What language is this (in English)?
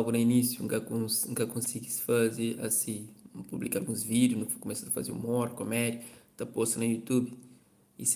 Kabuverdianu